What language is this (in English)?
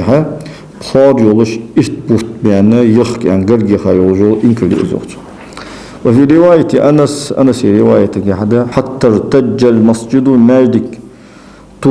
Ingush